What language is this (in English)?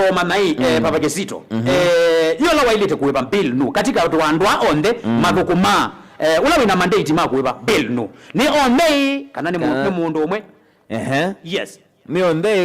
Kamba